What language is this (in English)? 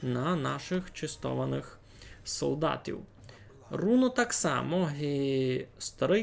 Rusyn